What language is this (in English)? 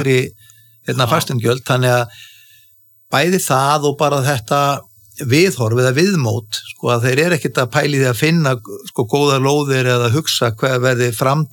Icelandic